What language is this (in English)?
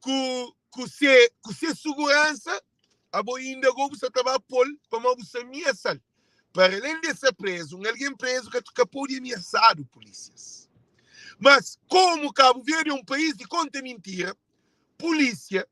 Kabuverdianu